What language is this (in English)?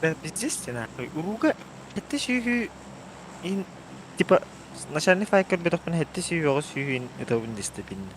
Yakut